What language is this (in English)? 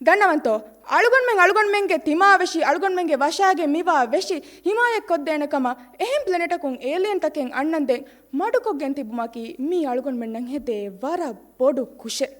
Divehi